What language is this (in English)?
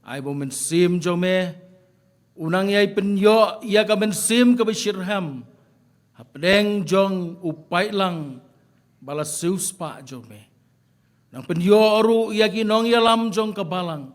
Khasi